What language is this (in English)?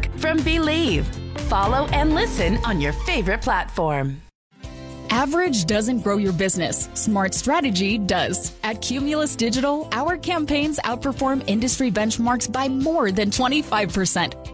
English